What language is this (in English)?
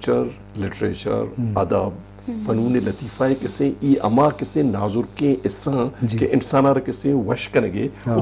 Eastern Balochi